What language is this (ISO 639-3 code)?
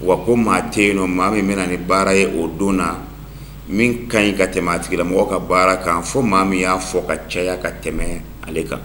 bam